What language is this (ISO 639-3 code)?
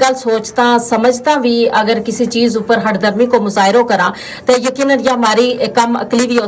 gju